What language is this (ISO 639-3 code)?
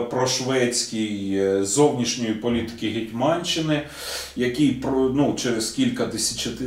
ukr